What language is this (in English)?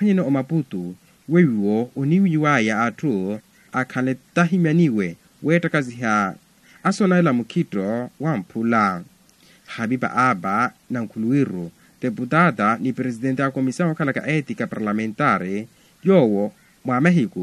Makhuwa